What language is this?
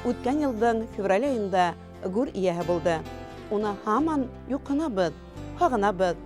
Bashkir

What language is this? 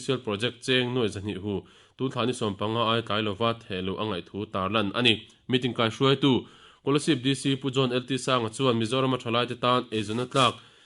Mizo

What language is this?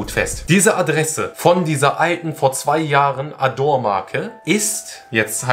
German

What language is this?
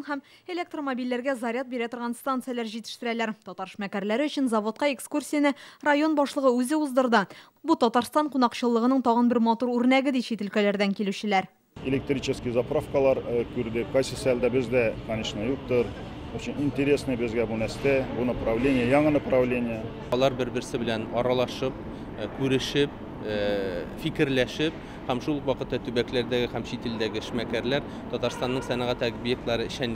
Tatar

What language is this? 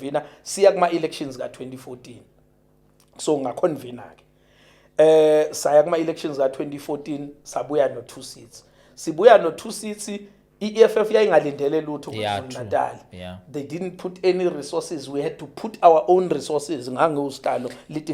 Zulu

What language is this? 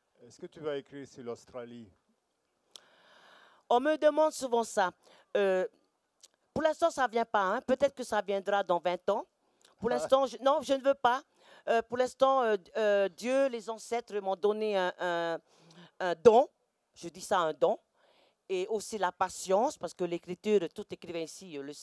French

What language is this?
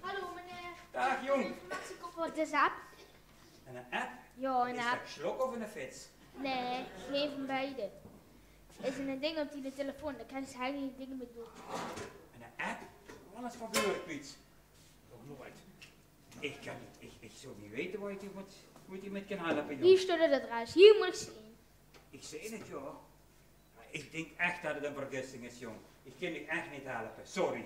Limburgish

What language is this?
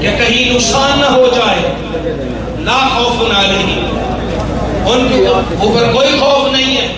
Saraiki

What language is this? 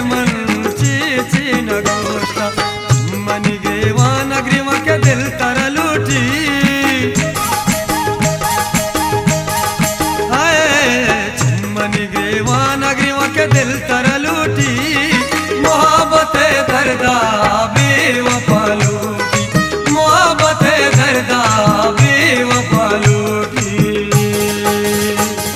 Baluchi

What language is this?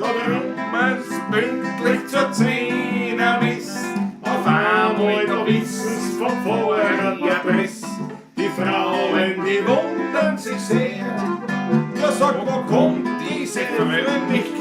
Bavarian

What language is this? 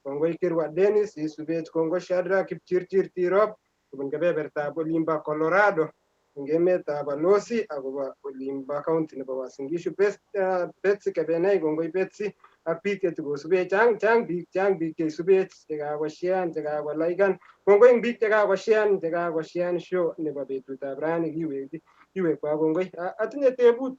Kalenjin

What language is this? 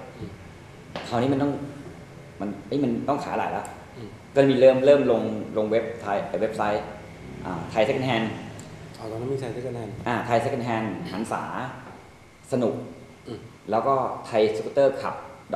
Thai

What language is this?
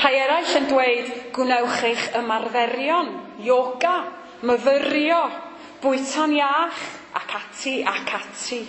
Welsh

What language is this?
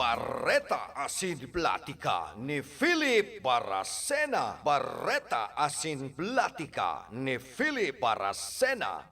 Bikol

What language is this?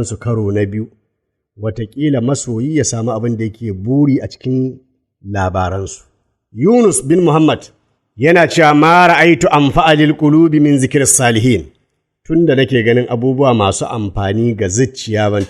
Hausa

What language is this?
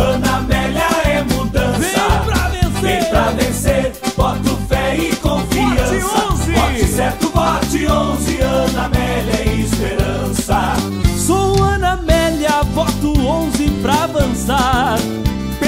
Portuguese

